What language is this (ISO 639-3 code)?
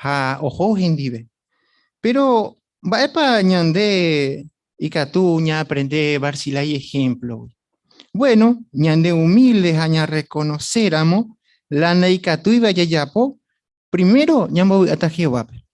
grn